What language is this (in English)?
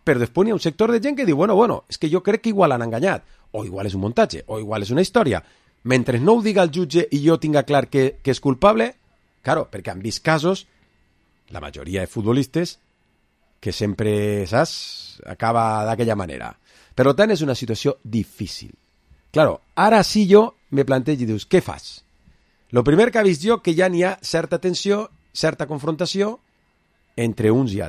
Catalan